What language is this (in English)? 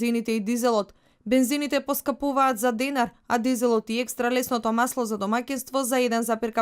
Macedonian